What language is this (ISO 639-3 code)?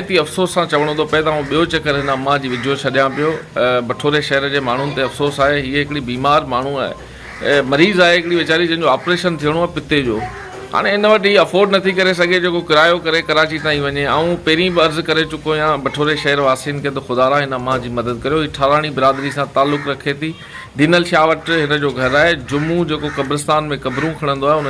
snd